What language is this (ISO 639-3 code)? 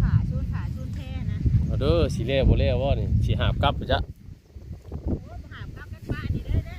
tts